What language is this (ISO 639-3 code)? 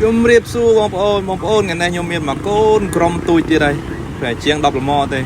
khm